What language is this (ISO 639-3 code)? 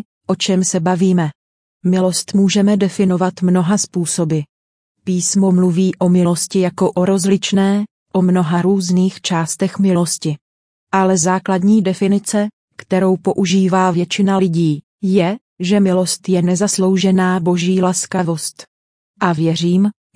ces